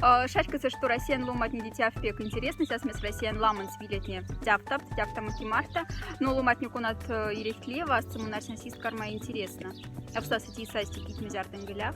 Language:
Moksha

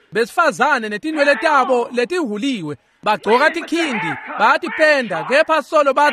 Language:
Swati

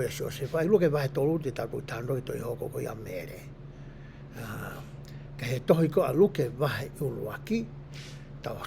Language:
Tongan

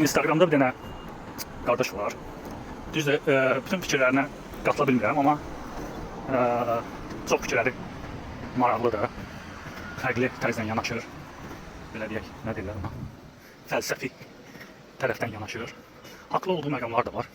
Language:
Azerbaijani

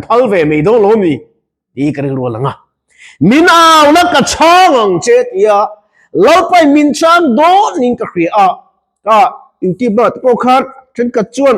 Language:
Mizo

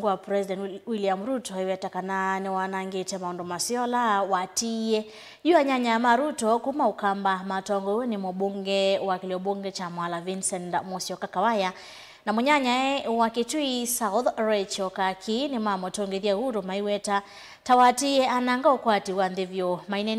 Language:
Kamba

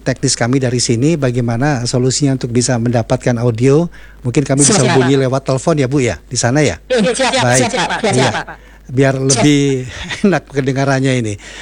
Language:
Indonesian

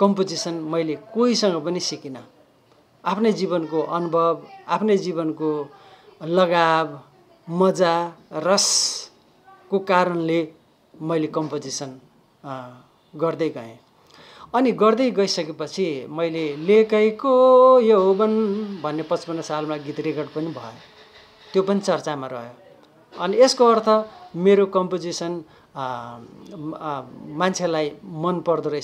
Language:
Nepali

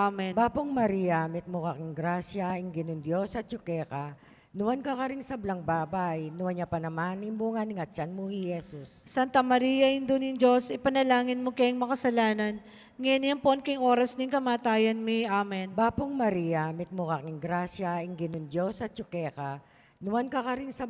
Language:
Pampanga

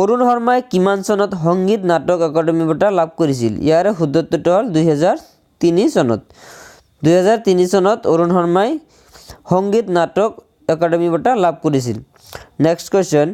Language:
Assamese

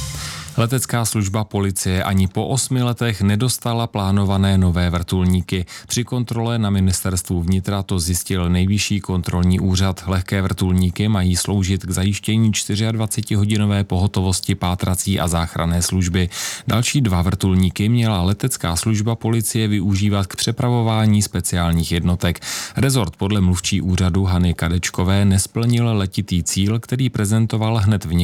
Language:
Czech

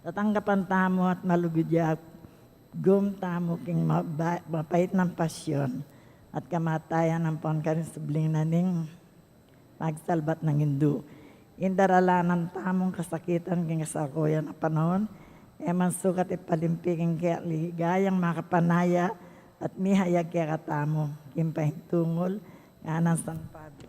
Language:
Pampanga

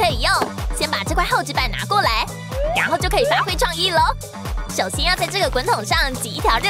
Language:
Chinese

